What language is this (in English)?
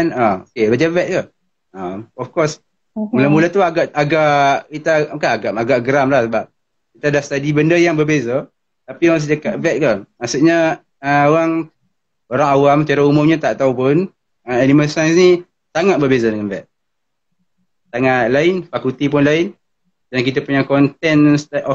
Malay